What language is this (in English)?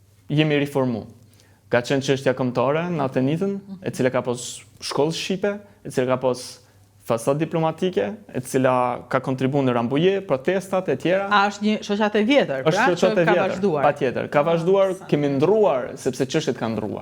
Albanian